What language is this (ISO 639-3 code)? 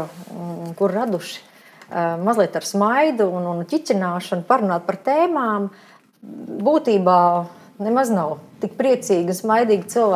lav